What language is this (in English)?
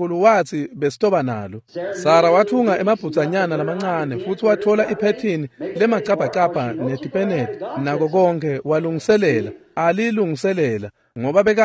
Swati